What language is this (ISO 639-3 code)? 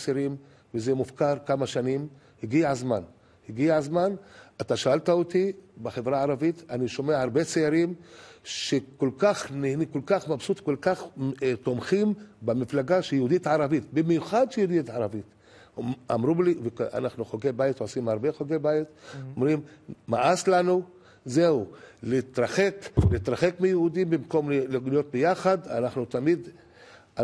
heb